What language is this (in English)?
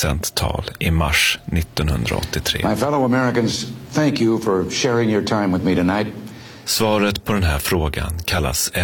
Swedish